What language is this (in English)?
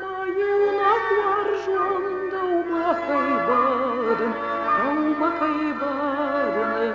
Ossetic